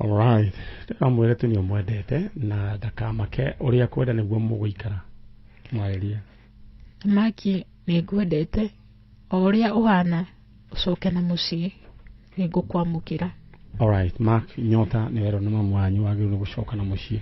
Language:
Kikuyu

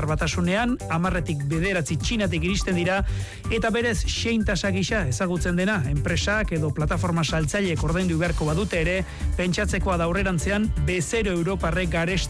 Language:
Basque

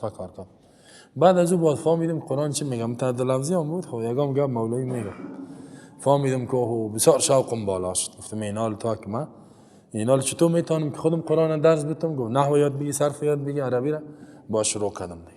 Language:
Persian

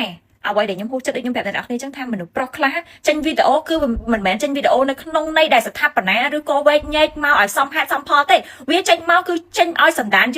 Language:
Khmer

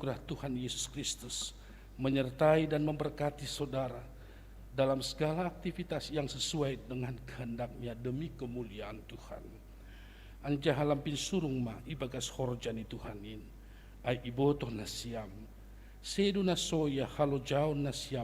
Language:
Batak Simalungun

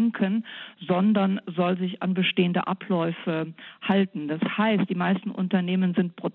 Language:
German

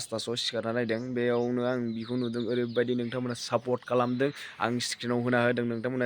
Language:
Bodo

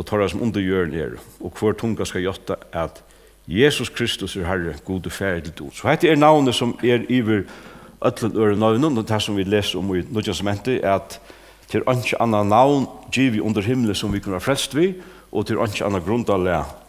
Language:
Faroese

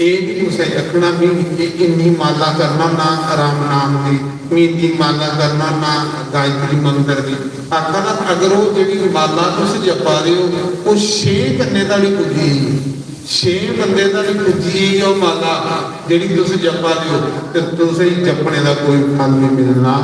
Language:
Dogri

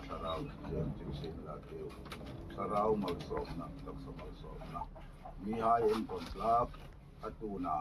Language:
Hmar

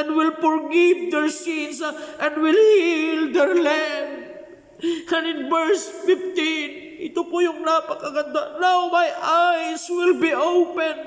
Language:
Iloko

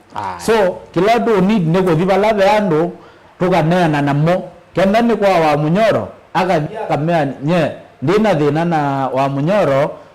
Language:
Kamba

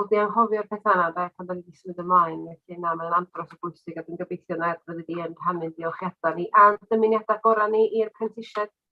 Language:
Welsh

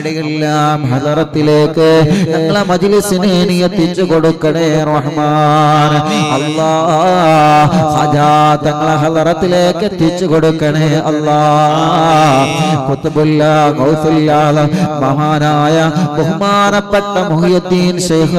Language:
Malayalam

